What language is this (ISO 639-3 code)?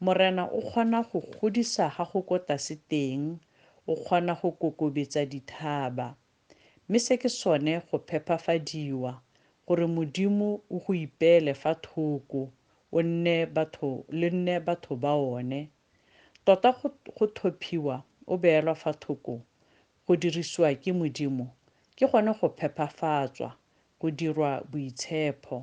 tsn